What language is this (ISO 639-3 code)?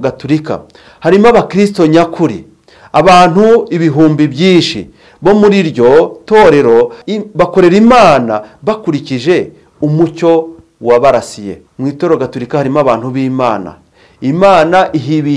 kin